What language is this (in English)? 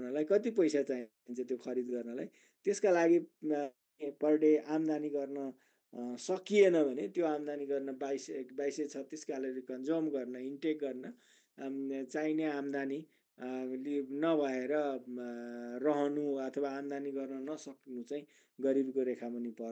Nepali